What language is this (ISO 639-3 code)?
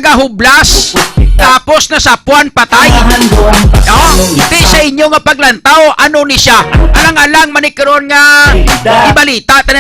hil